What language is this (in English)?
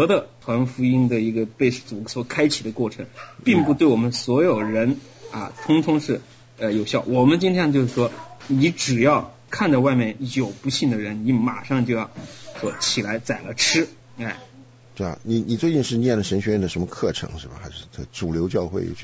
Chinese